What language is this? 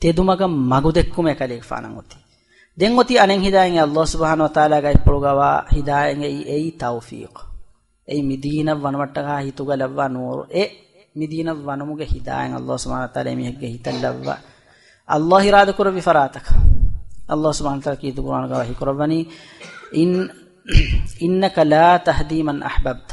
Divehi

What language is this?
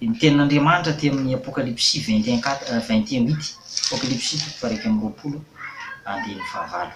Malagasy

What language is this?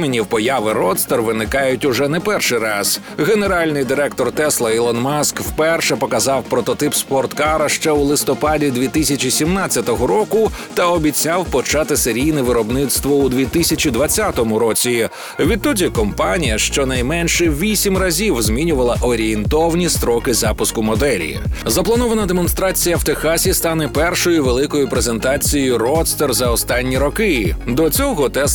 Ukrainian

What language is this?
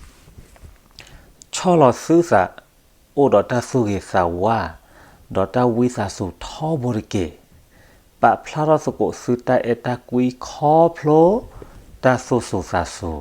S'gaw Karen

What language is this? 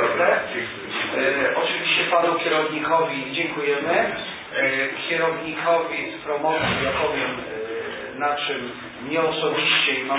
Polish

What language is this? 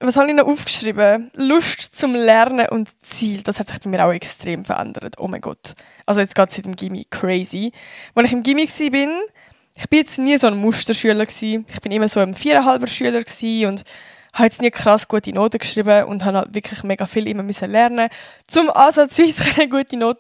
Swiss German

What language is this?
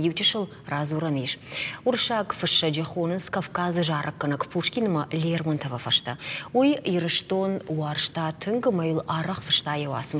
Ossetic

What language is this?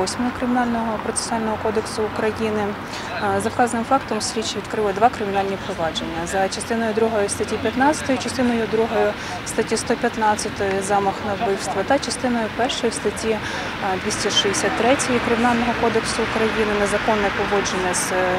Ukrainian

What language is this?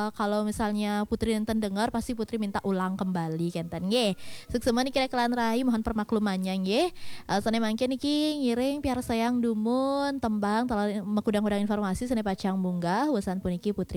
Balinese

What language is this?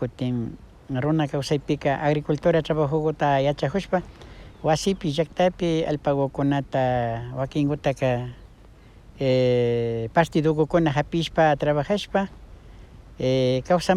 Imbabura Highland Quichua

